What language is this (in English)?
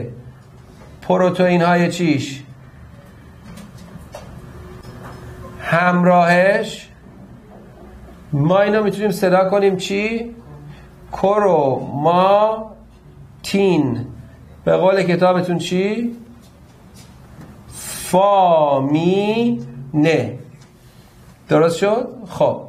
Persian